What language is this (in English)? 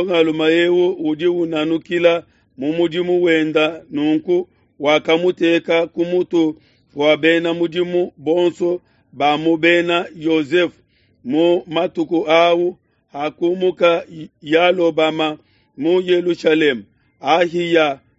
Luba-Lulua